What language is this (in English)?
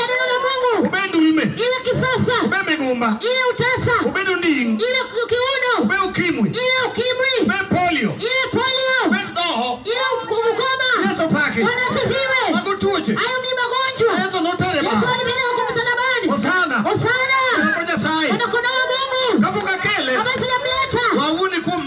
Swahili